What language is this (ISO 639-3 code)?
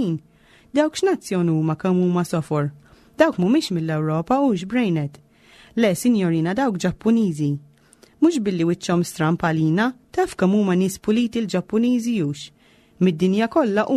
mlt